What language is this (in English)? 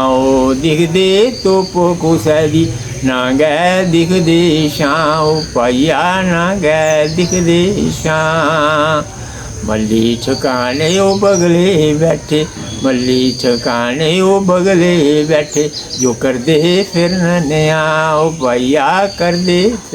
Dogri